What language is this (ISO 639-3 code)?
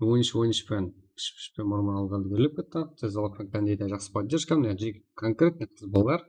kaa